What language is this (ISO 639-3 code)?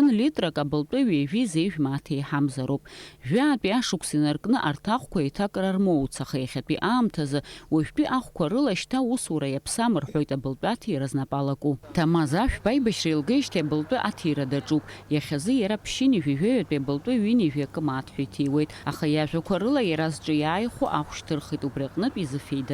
abk